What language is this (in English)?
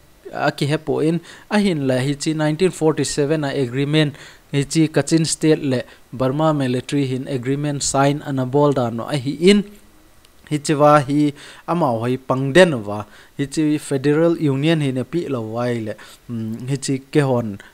Thado Chin